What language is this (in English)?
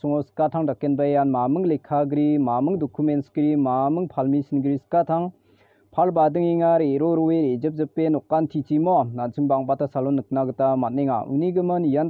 Garo